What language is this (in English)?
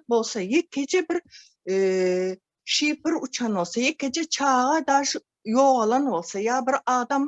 Turkmen